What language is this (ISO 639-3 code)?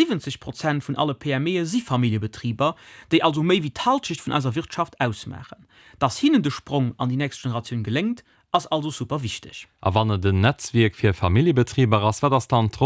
ltz